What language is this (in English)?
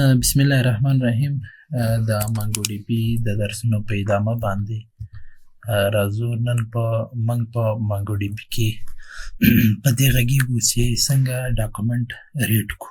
Pashto